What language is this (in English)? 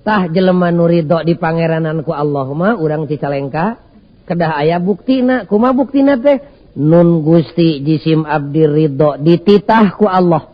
Sundanese